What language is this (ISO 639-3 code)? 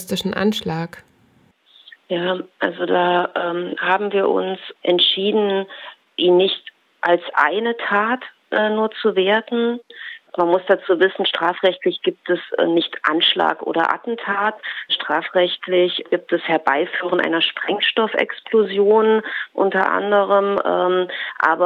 deu